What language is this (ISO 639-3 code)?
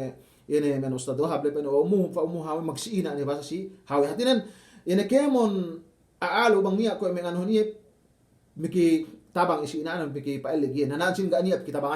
yka